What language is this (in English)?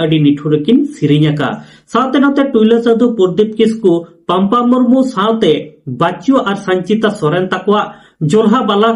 Santali